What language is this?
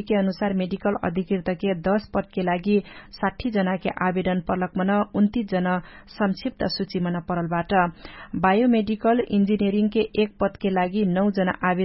Dangaura Tharu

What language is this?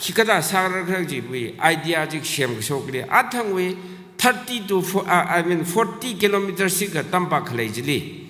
Tangkhul Naga (India)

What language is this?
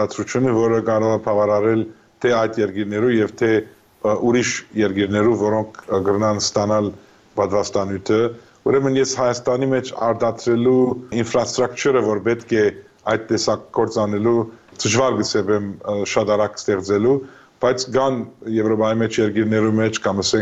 Armenian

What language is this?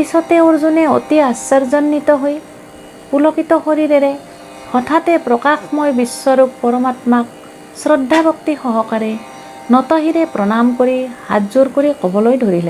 Assamese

